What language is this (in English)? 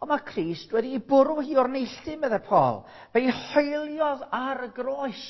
Welsh